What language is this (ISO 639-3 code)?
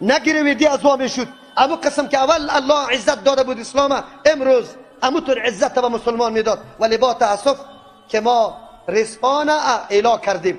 fas